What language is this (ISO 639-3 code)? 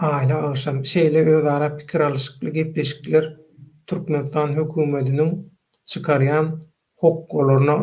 tuk